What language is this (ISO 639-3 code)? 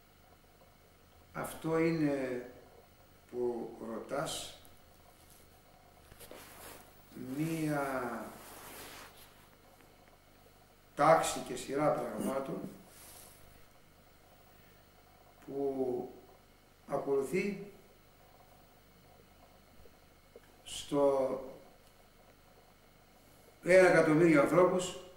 ell